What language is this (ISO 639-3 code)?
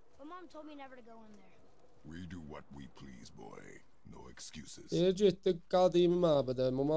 azb